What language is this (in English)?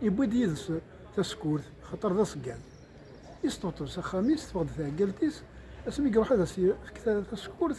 Kabyle